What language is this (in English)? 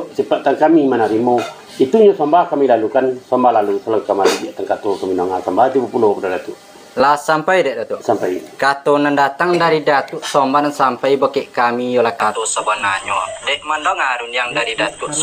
Minangkabau